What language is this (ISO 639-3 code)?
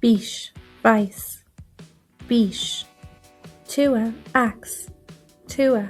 gle